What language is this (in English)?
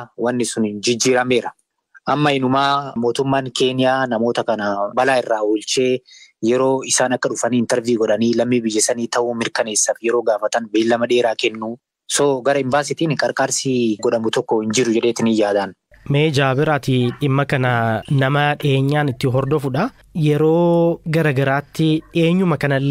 Oromo